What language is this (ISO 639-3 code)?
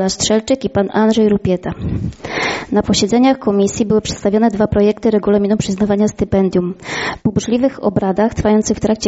pol